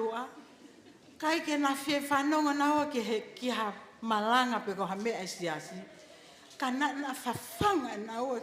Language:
Tongan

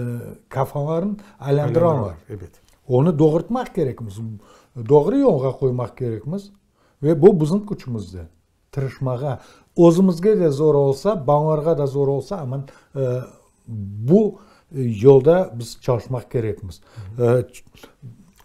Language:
Crimean Tatar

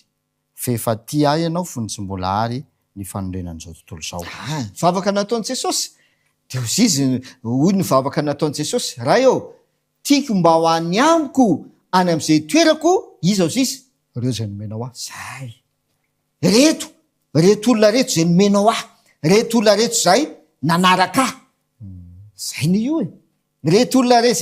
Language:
Malagasy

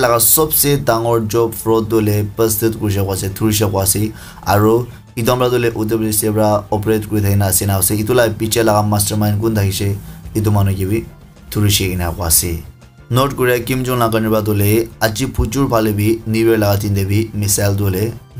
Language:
Naga Pidgin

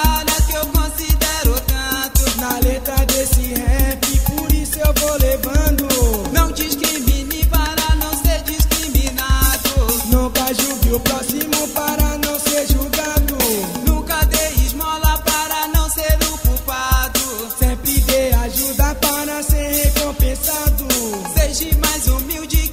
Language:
Portuguese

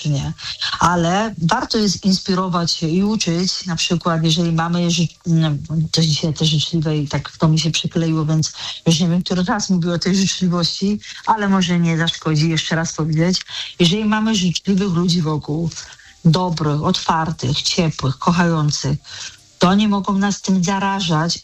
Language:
Polish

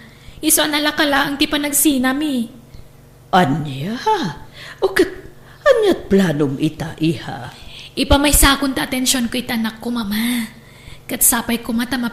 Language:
Iloko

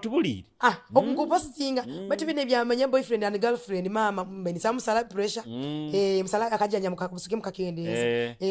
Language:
Nyoro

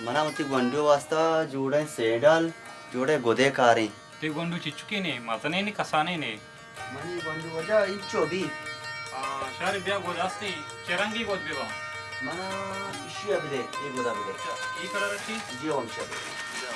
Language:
Baluchi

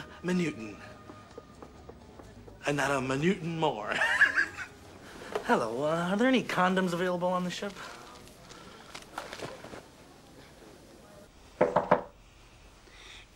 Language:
English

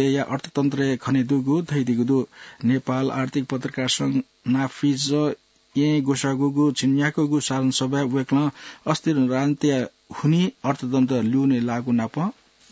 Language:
Newari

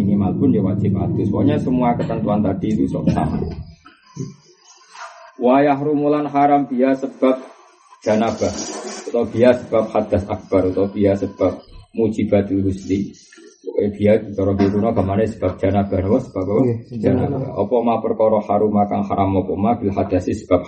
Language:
Indonesian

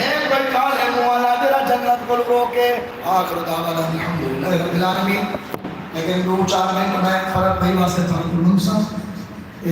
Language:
Saraiki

